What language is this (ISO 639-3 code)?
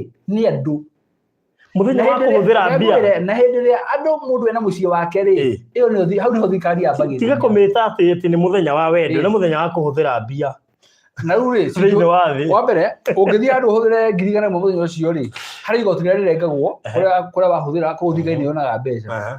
kik